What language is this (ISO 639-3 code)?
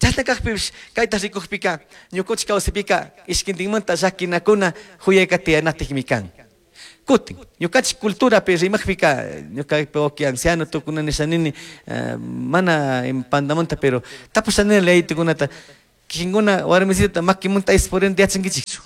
qug